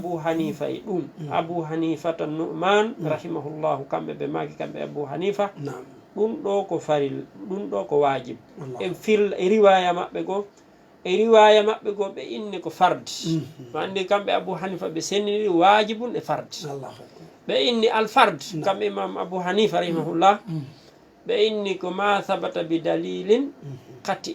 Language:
Fula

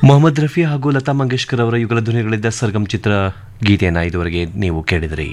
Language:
Kannada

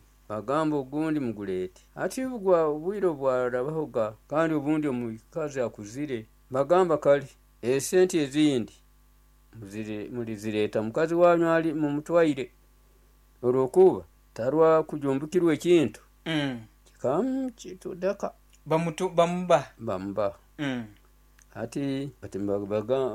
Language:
Nyoro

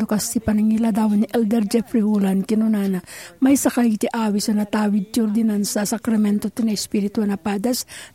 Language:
Iloko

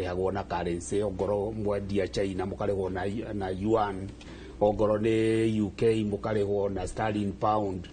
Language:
Kikuyu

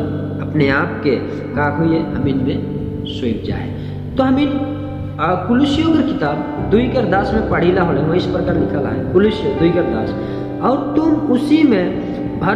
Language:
Sadri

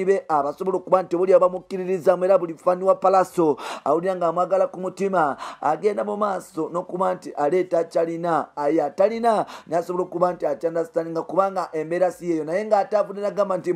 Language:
Ganda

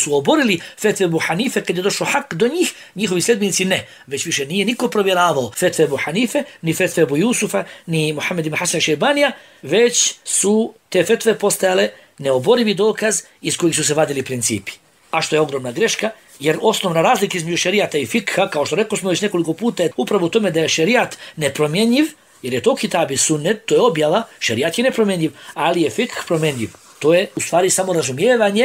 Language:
Bosnian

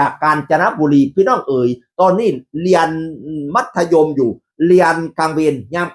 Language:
Northeastern Thai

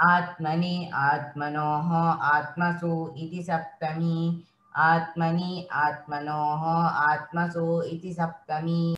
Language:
Sanskrit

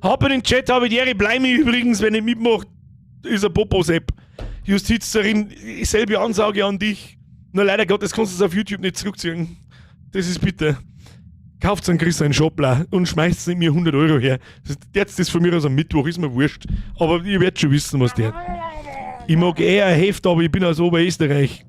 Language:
Bavarian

